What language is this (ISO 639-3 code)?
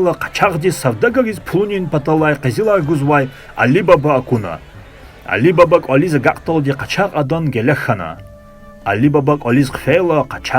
lez